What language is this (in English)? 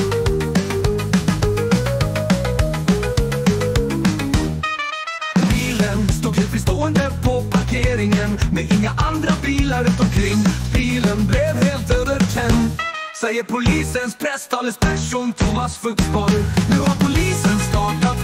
Swedish